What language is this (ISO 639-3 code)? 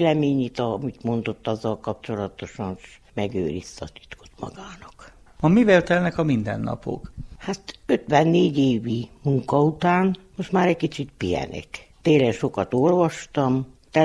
hun